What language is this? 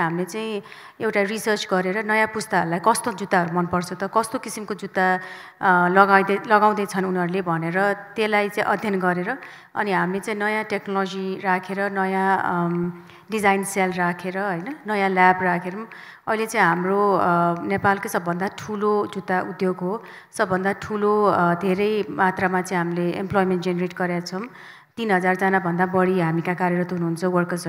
Nepali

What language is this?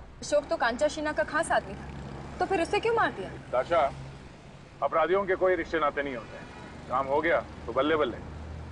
Hindi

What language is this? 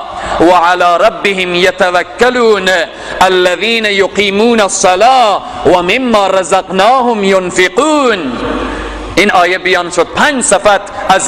Persian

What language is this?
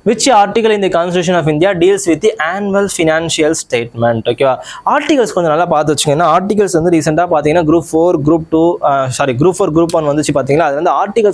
Tamil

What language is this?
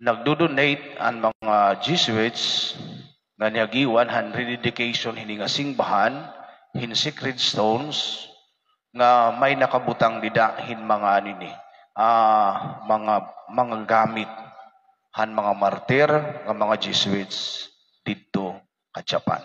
Waray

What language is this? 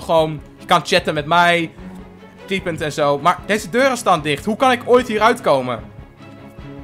Dutch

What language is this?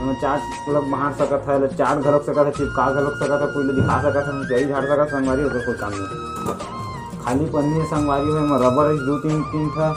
Chhattisgarhi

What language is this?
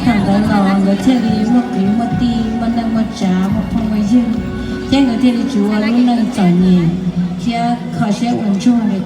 Hmong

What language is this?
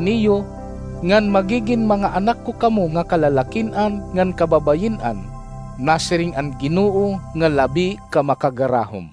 Waray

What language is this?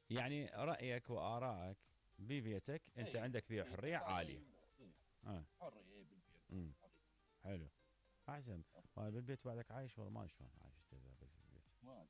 Mesopotamian Arabic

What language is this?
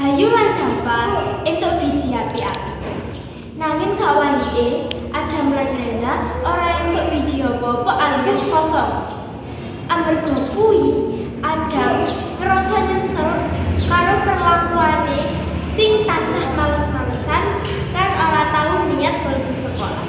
Javanese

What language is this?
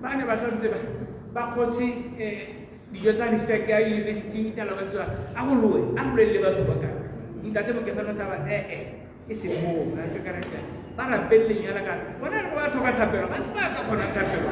Tswana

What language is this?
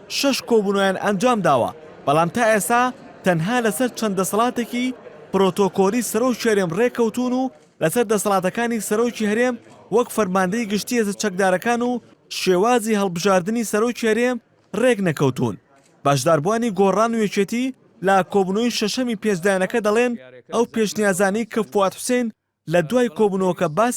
Central Kurdish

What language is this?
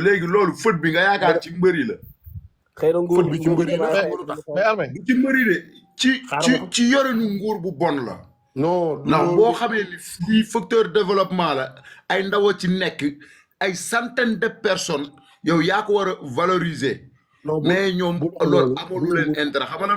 Wolof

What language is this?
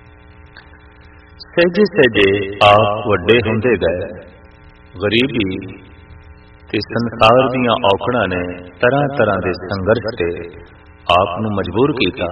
Punjabi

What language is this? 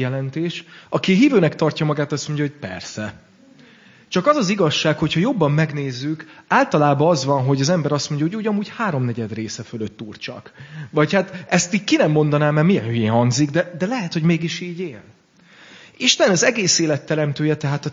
Hungarian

